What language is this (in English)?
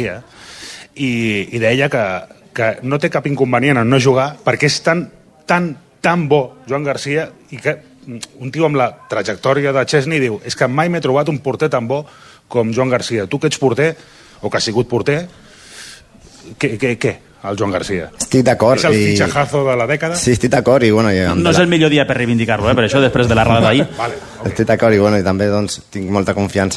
Catalan